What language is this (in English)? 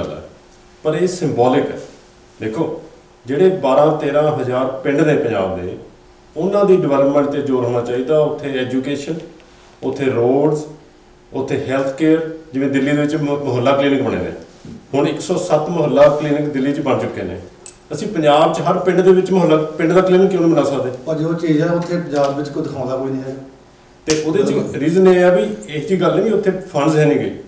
Punjabi